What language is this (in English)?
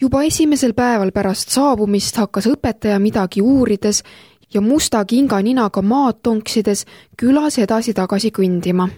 Estonian